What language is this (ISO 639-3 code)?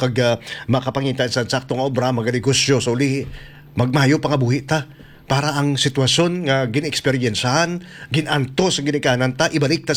hil